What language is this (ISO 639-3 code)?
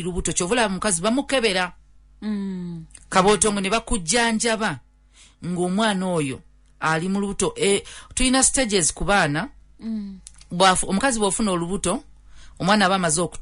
lug